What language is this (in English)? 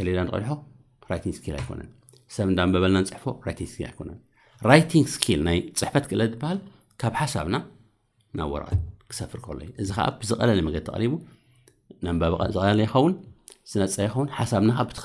Tigrinya